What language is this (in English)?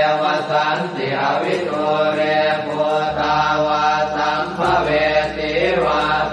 Pali